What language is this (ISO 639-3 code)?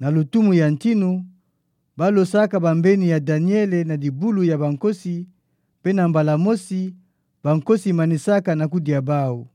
ktu